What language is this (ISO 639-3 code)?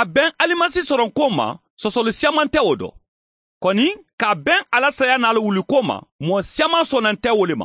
man